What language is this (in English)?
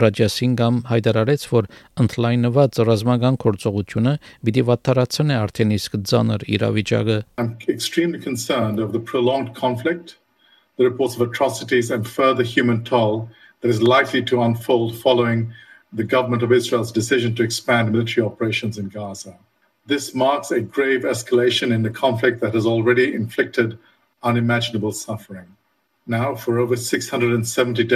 Armenian